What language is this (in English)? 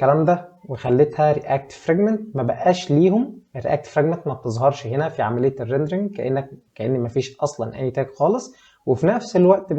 Egyptian Arabic